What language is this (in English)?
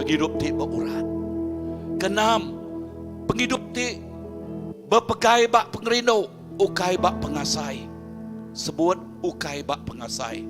Iban